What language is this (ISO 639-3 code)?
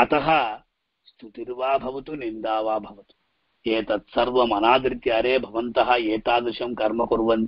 san